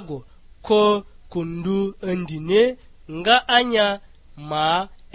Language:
Lugbara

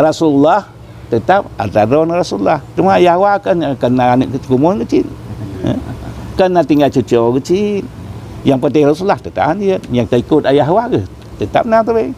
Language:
Achinese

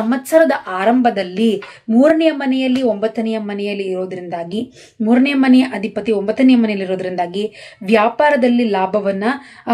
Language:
Kannada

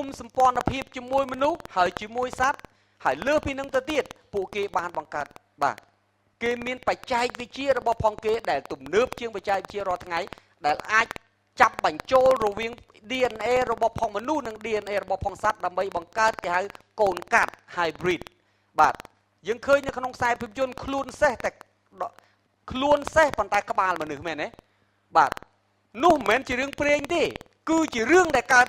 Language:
Khmer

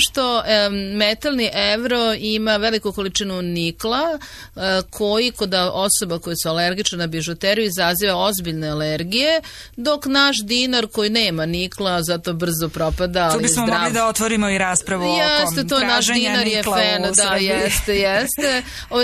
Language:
Serbian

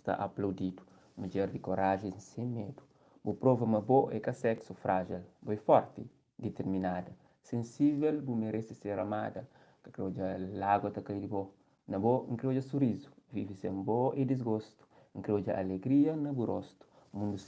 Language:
Kabuverdianu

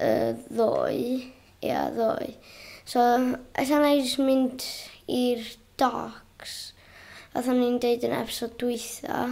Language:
Welsh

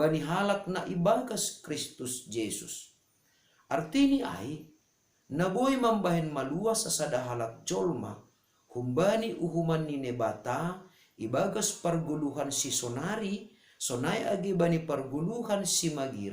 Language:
Batak Simalungun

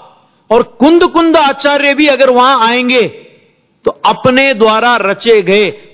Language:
Hindi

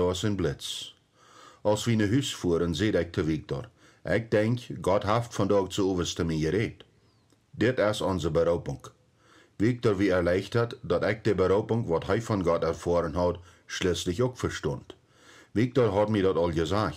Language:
Plautdietsch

